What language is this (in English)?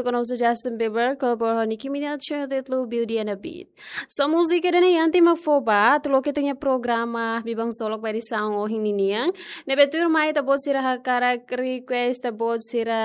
Tetum